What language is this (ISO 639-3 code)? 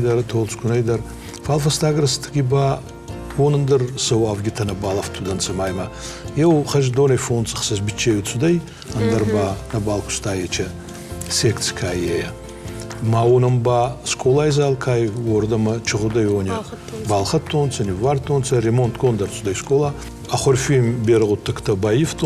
oss